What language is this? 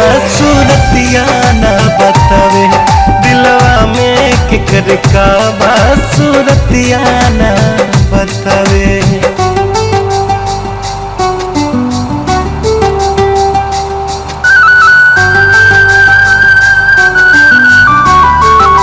Bhojpuri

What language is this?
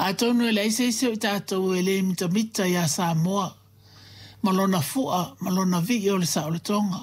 Samoan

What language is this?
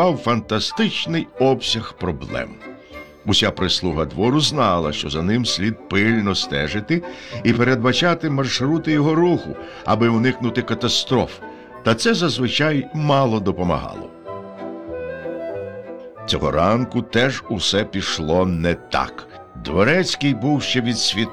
Ukrainian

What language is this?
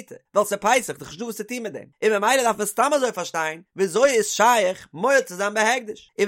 Yiddish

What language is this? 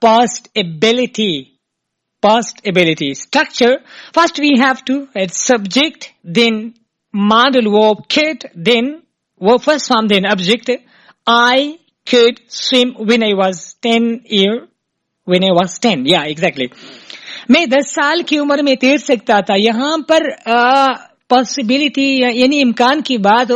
Urdu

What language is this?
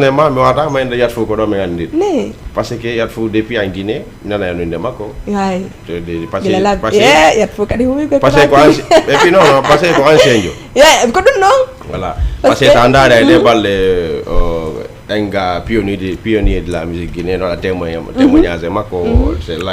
Fula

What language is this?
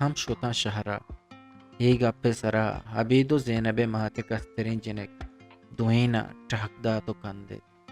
Eastern Balochi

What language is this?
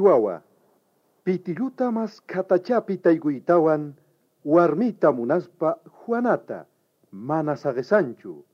South Bolivian Quechua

